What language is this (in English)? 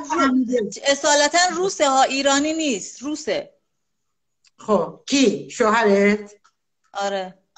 Persian